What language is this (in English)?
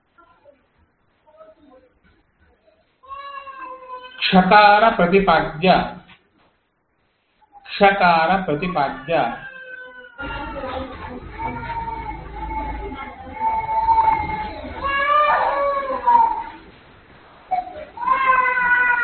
Kannada